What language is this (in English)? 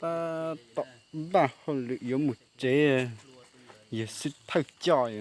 Hmong